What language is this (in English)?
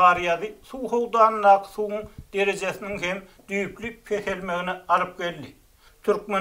Turkmen